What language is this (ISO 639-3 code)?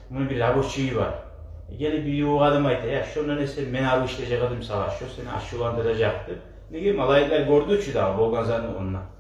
kum